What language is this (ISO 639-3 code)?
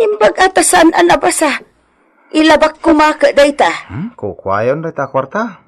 ilo